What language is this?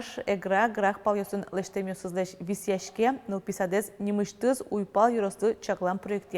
Udmurt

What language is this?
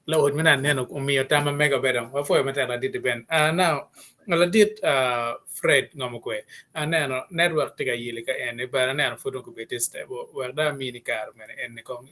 Acoli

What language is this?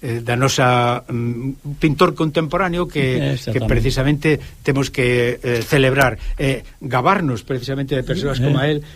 Galician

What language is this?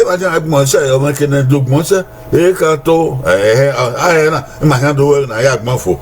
Bini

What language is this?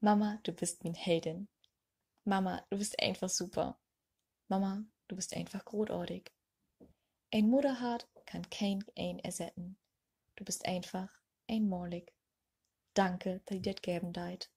Low German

